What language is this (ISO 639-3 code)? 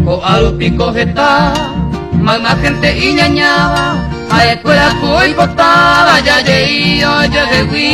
grn